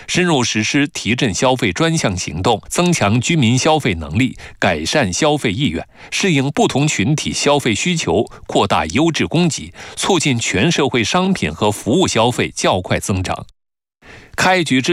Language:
Chinese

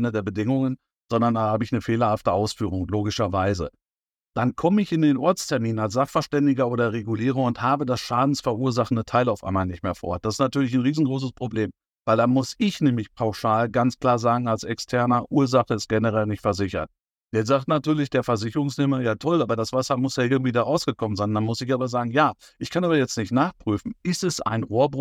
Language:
German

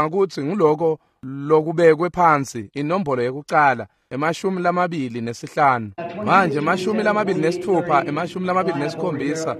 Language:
Swati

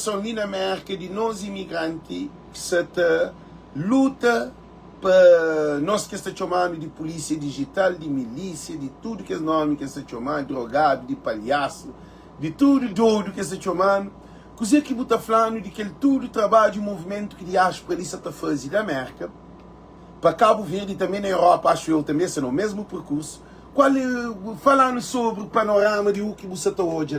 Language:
Kabuverdianu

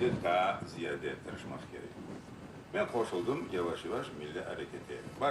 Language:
Crimean Tatar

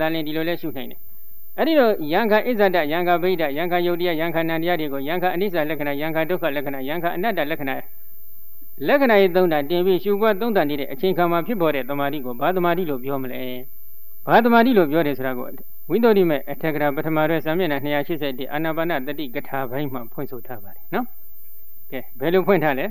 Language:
Burmese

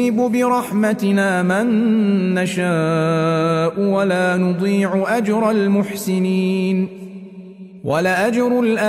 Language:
Arabic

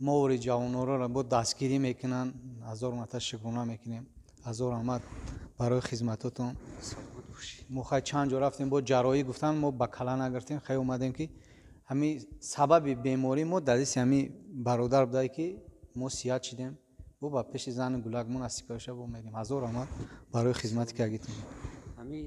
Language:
Tajik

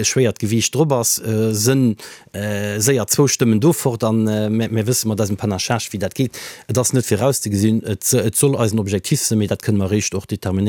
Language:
Luxembourgish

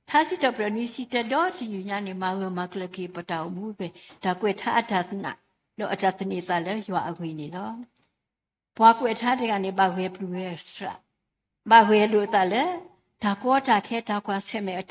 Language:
S'gaw Karen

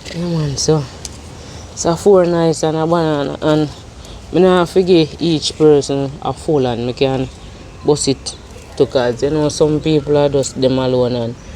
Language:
Jamaican Creole English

